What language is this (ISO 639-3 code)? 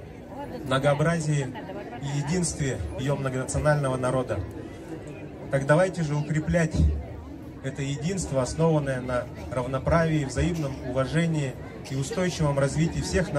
rus